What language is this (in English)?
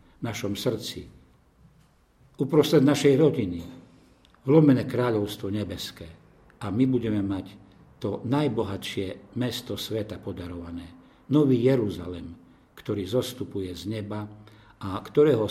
Slovak